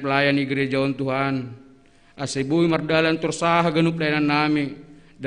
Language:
Batak Simalungun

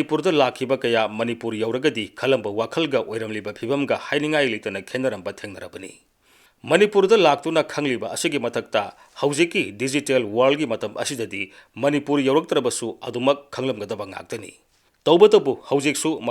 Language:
Manipuri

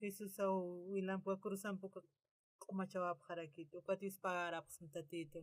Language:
Aymara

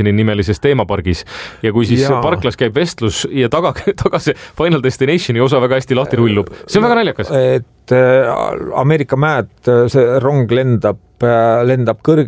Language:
Estonian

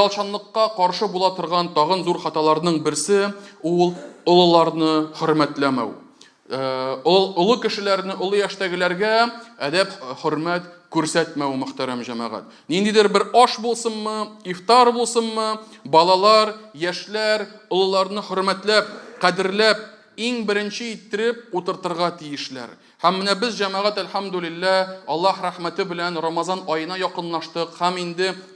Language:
Tatar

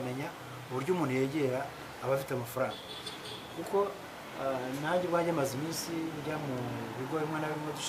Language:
Kinyarwanda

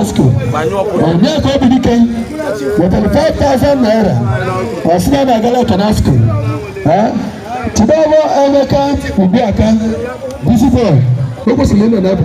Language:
Igbo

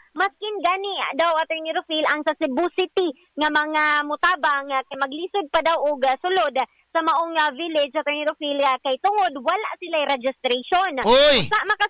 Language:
Cebuano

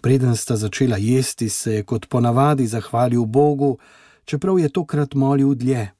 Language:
Slovenian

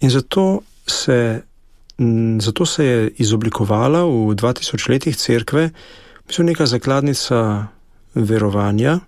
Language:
Slovenian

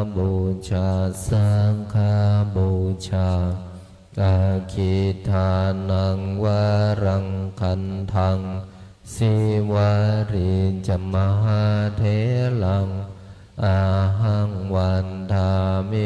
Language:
Pali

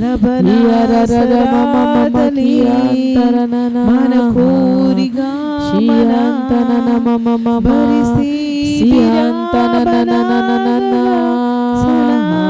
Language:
Tem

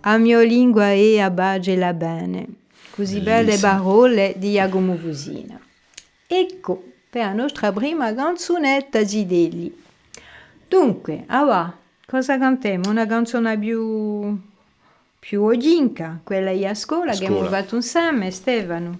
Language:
Corsican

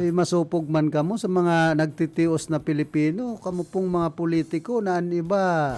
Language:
Bikol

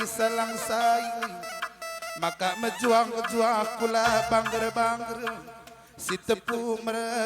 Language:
Batak Karo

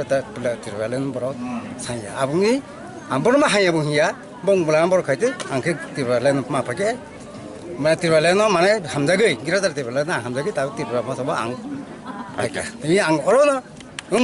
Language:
Kok Borok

